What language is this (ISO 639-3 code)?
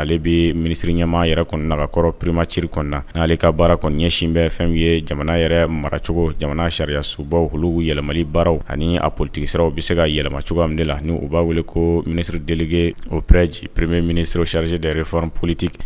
bam